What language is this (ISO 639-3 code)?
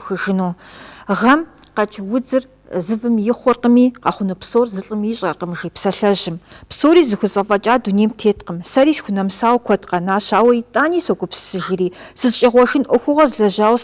kbd